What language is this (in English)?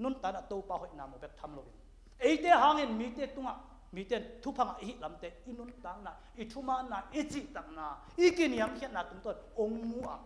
Tedim Chin